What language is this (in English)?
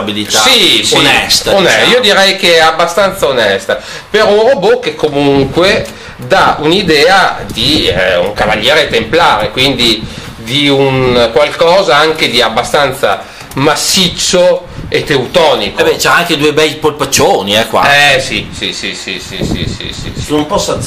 Italian